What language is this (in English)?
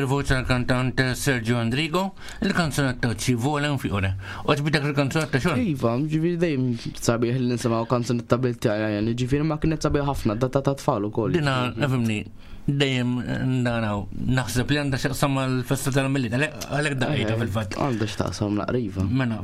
Maltese